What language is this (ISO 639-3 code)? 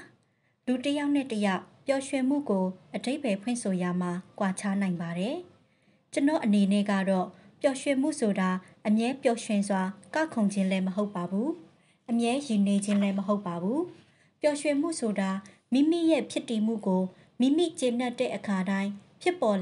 mya